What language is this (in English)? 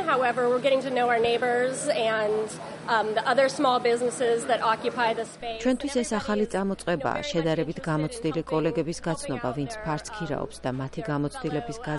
Georgian